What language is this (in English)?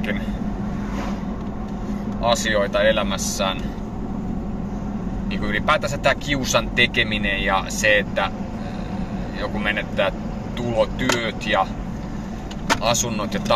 Finnish